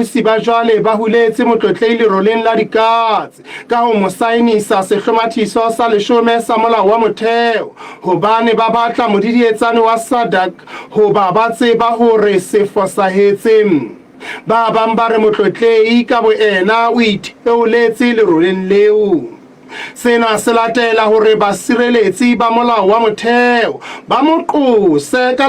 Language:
Southern Sotho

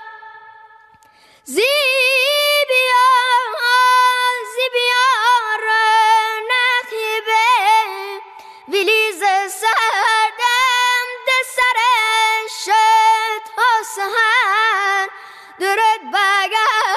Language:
Persian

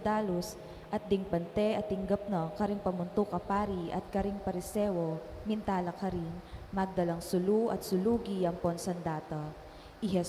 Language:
Pampanga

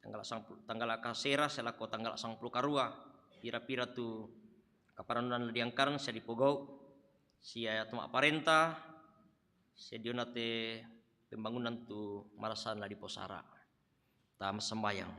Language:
Toraja-Sa'dan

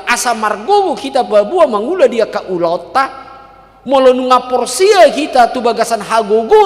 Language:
Batak Toba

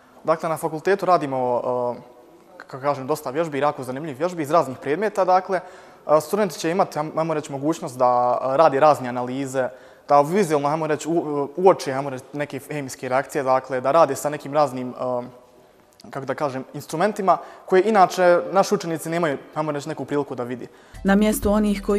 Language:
Bosnian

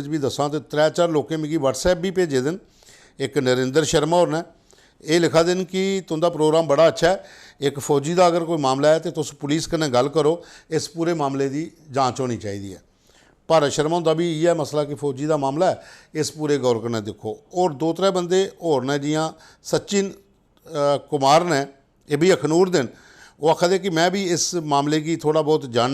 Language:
Dogri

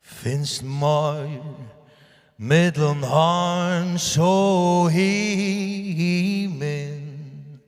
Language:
Faroese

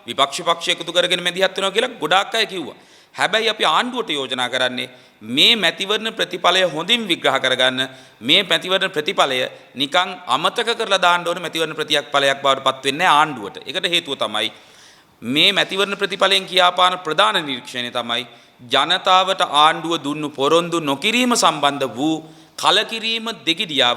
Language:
Sinhala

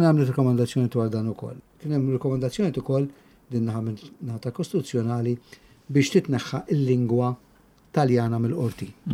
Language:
Maltese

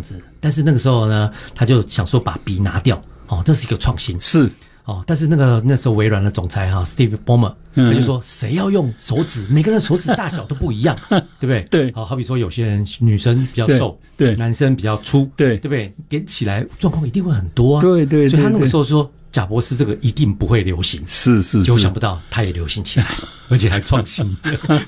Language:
Chinese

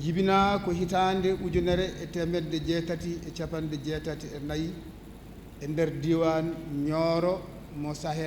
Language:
Fula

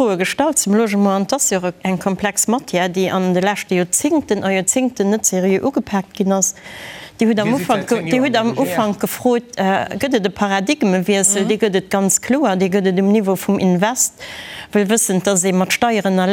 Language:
Luxembourgish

